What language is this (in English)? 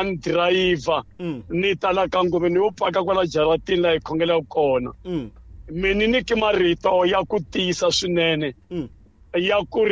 Tsonga